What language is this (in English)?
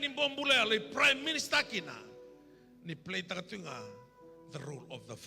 Fijian